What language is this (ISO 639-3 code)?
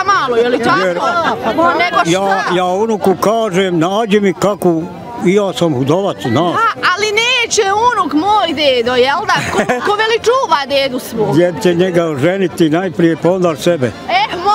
bos